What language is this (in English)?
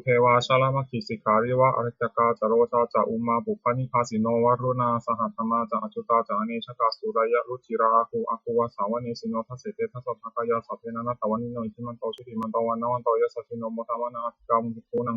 Pali